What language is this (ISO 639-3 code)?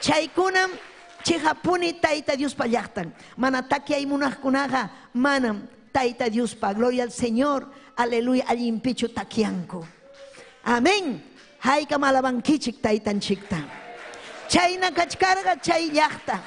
quy